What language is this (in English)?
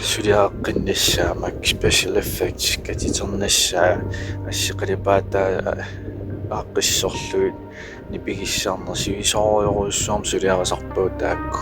Kalaallisut